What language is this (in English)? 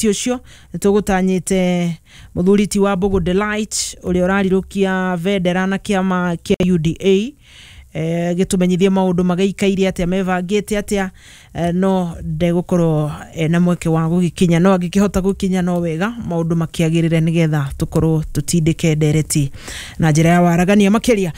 Kikuyu